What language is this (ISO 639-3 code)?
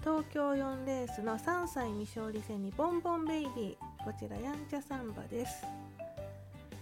jpn